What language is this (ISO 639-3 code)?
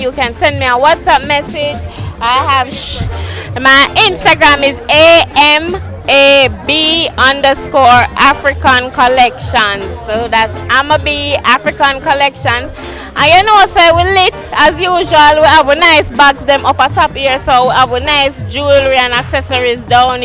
jam